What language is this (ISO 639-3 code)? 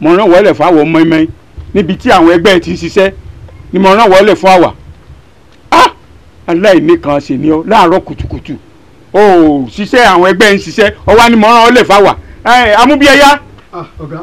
yor